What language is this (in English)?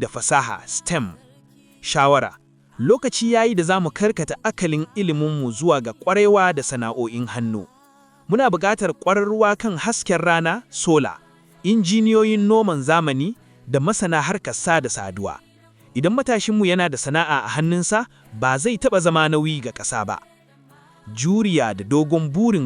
Hausa